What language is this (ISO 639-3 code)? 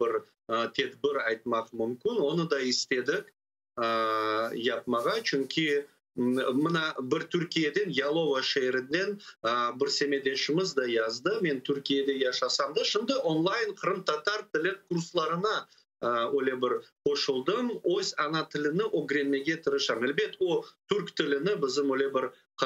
crh